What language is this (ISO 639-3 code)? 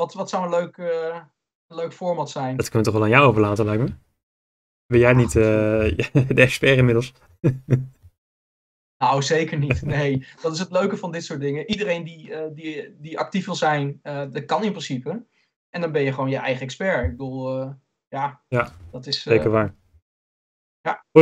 nld